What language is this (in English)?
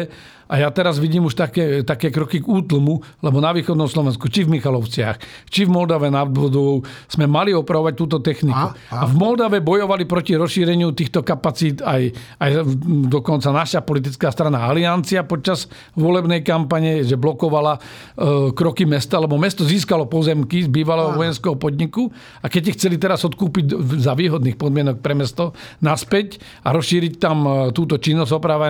Slovak